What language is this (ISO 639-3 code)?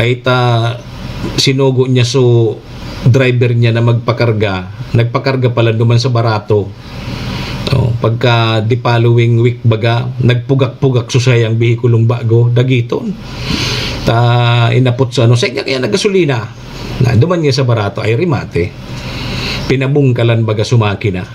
bik